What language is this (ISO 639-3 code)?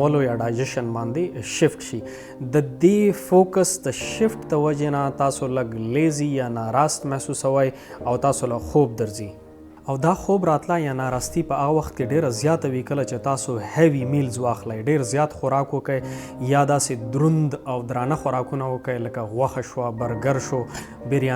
pus